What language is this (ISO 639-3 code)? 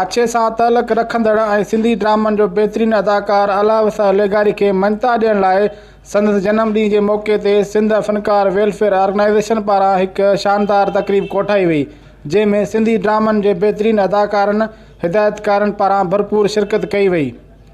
snd